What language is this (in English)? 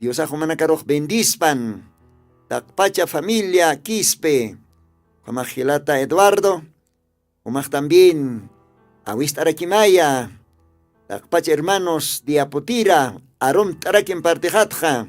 Aymara